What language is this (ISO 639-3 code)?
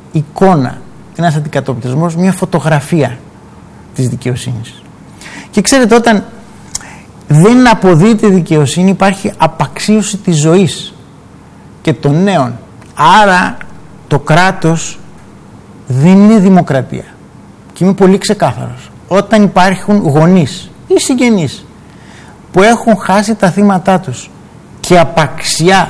ell